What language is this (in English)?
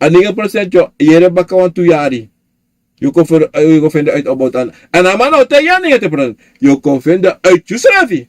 Sranan Tongo